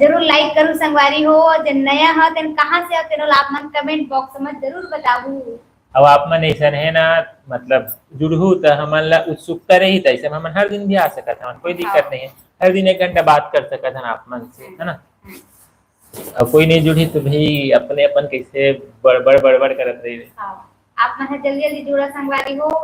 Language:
Chhattisgarhi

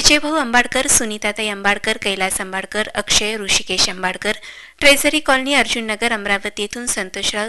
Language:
Marathi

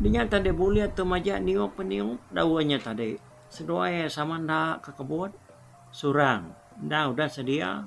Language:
Iban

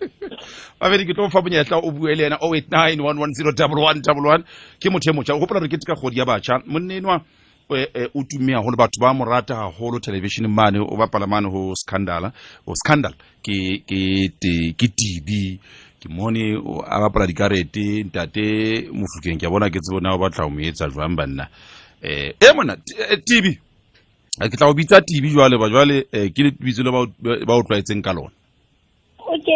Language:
Southern Sotho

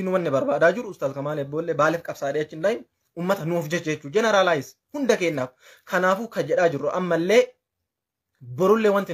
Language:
Oromo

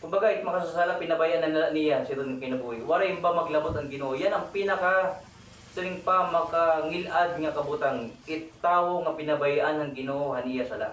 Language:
Waray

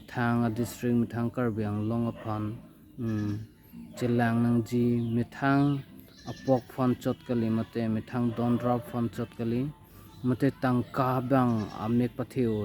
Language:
Karbi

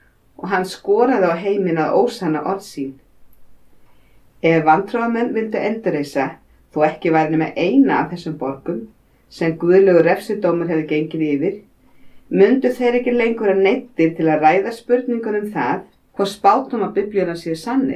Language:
Icelandic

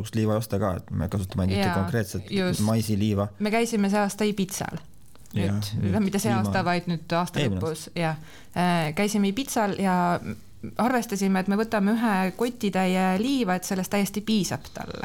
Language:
Estonian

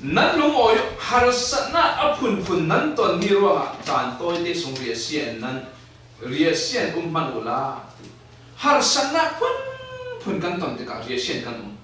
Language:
Falam Chin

